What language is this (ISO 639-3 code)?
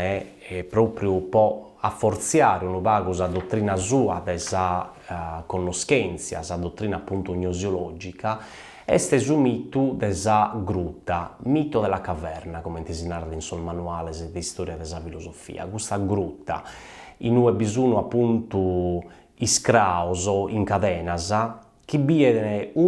srd